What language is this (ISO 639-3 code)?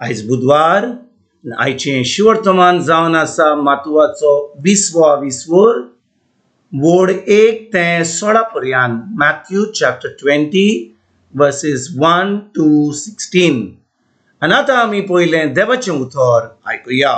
kok